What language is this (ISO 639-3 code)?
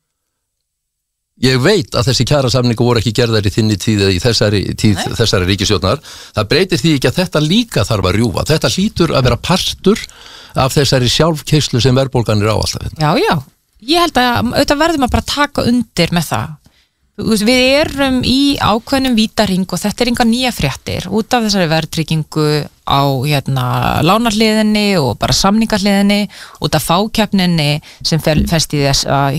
isl